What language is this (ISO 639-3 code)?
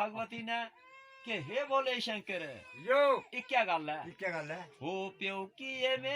doi